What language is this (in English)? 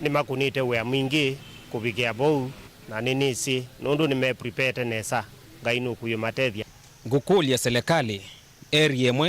Kamba